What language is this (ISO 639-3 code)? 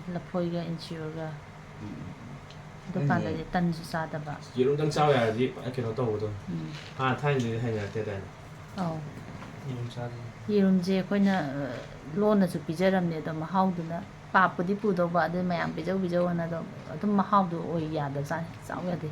mni